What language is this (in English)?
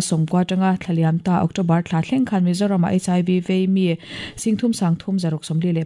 Mizo